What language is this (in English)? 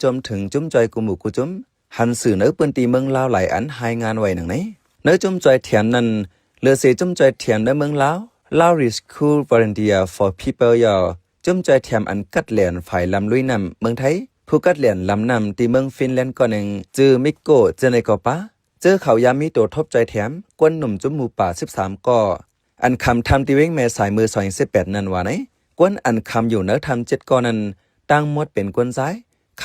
Shan